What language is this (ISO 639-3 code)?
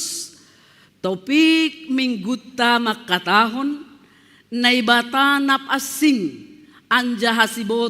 bts